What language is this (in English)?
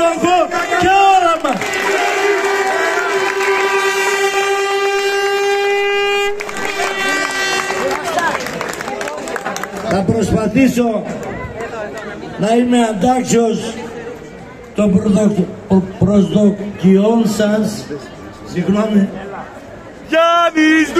Greek